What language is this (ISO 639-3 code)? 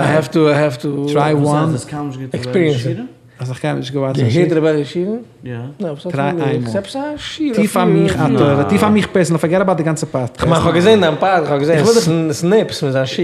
yid